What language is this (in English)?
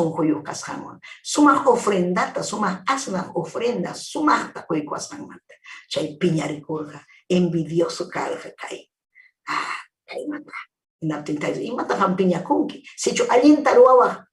Ayacucho Quechua